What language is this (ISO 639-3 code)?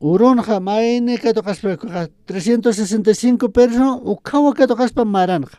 aym